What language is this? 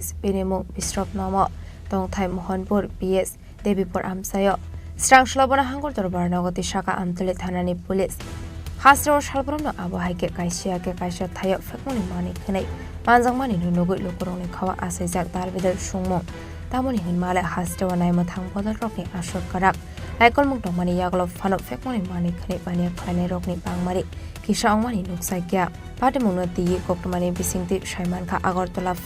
Kok Borok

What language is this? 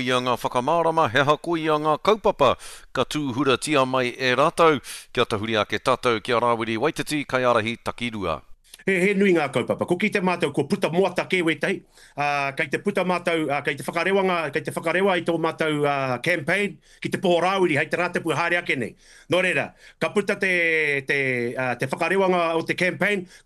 Māori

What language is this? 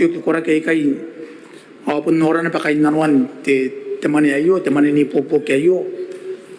Gilbertese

